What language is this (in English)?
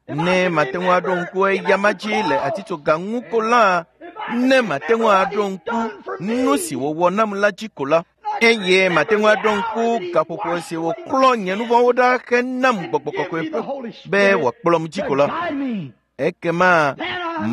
Ewe